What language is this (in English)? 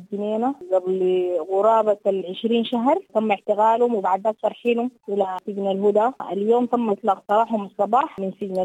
Sudanese Arabic